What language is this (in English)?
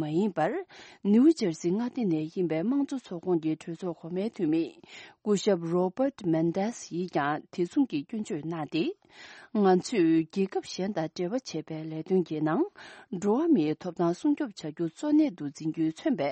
Tibetan